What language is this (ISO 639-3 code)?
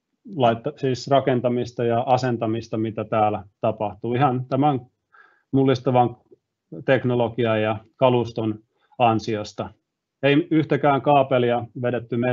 fin